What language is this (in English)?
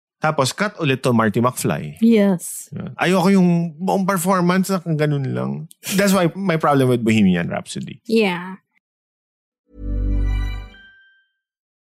Filipino